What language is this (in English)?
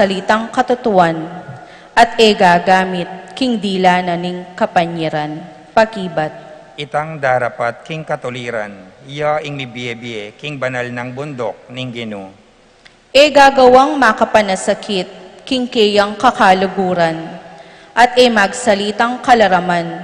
Pampanga